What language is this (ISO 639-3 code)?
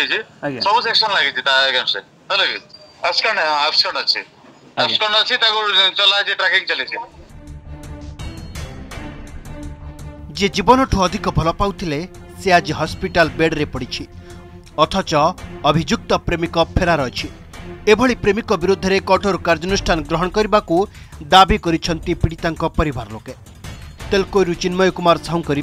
ori